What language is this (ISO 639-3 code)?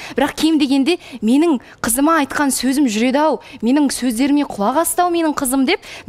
kaz